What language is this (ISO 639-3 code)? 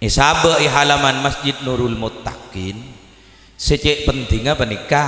mad